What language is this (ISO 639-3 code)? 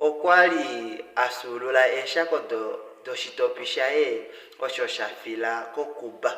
kua